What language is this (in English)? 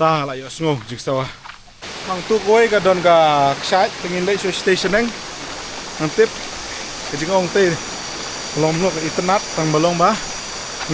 Khasi